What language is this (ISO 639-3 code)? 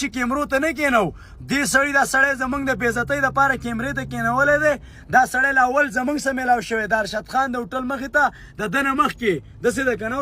pus